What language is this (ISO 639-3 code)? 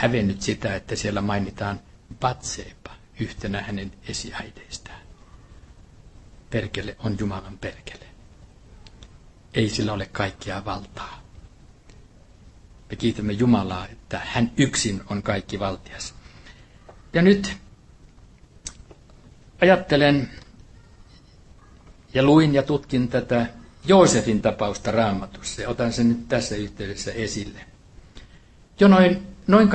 fin